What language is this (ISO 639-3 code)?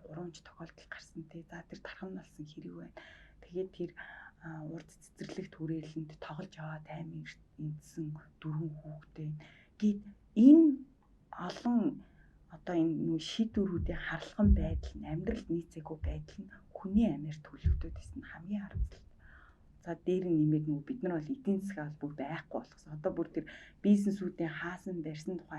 mon